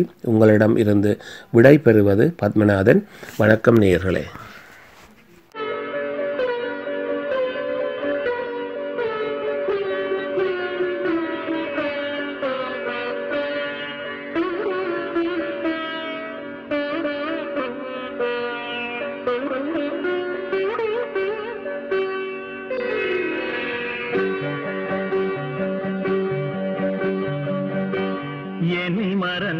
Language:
Tamil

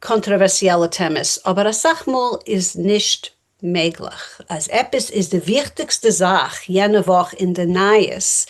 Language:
Yiddish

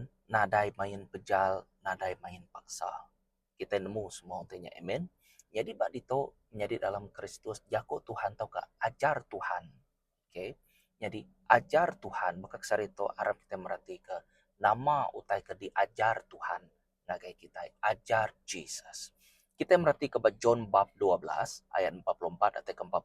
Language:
Iban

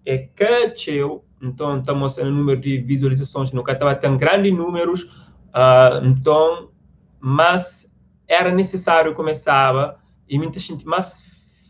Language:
Kabuverdianu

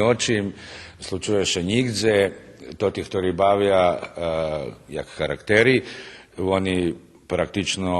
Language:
Rusyn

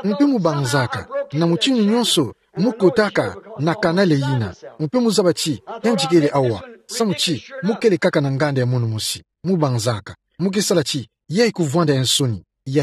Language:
Kituba (Democratic Republic of Congo)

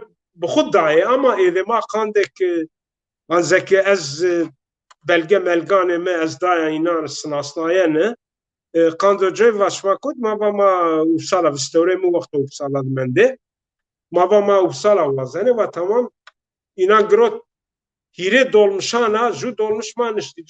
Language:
Zaza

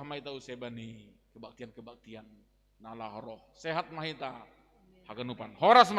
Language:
Batak Simalungun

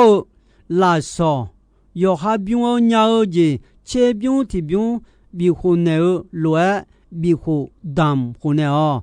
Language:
Akha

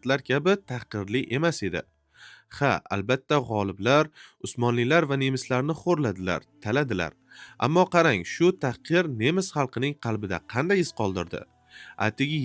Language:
Uzbek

